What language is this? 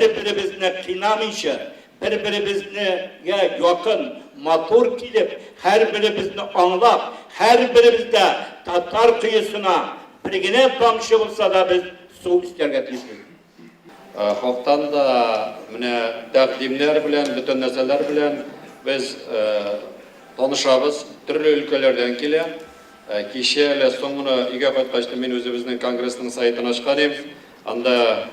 Tatar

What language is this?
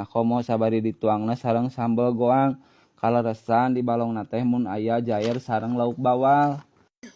Sundanese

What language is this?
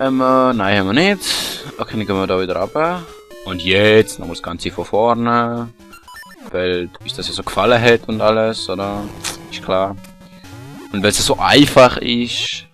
Swiss German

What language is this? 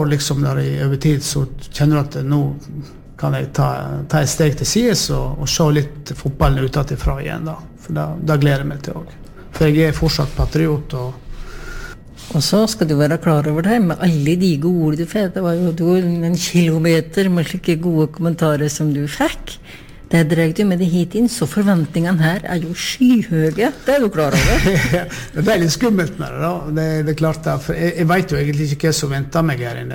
Norwegian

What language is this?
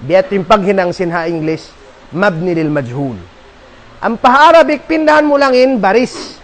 Tausug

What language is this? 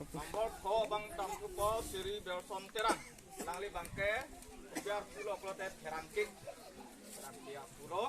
Karbi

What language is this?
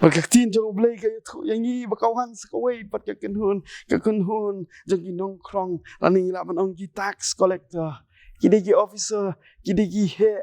Khasi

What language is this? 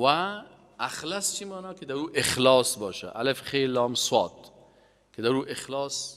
Persian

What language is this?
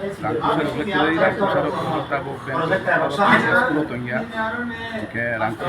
Kok Borok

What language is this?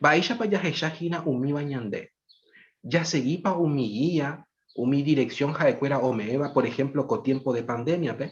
Guarani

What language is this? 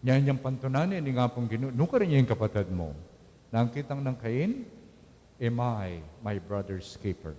Pampanga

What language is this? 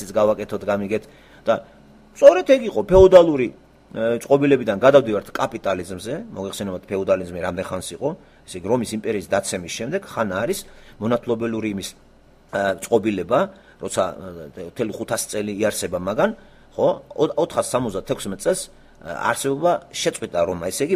Georgian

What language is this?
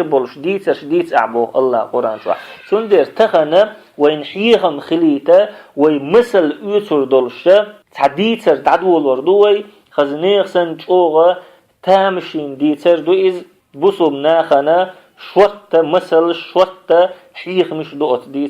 Chechen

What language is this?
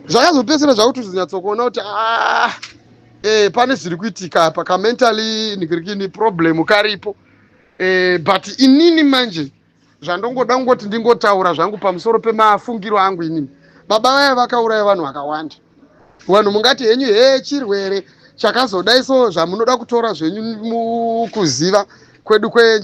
Shona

